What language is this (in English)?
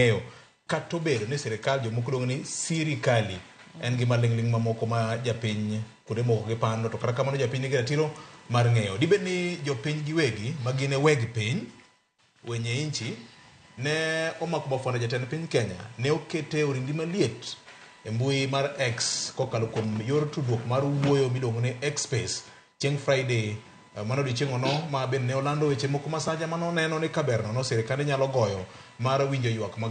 Luo (Kenya and Tanzania)